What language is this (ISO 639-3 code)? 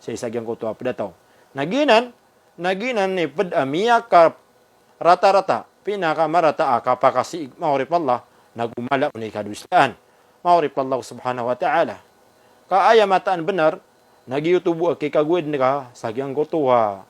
mrw